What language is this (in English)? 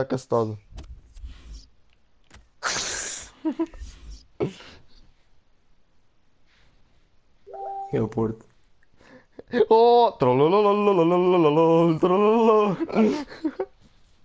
Portuguese